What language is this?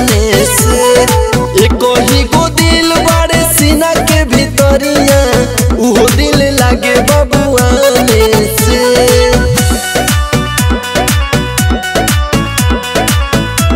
Bhojpuri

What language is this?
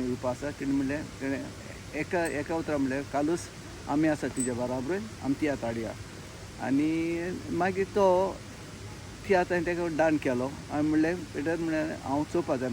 Konkani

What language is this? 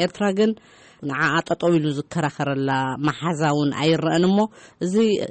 Tigrinya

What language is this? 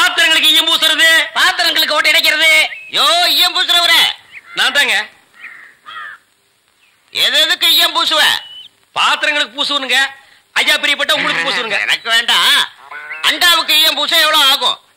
Tamil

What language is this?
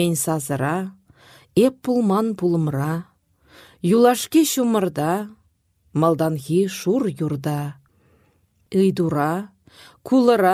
Chuvash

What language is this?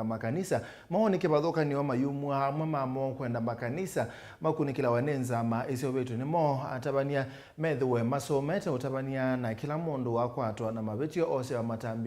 Kamba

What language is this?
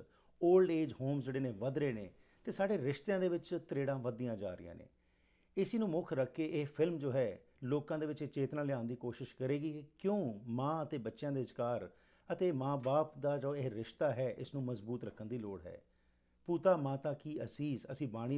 Punjabi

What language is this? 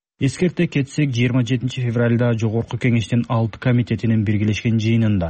Kyrgyz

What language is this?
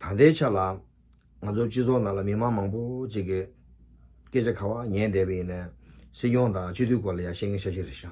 Tibetan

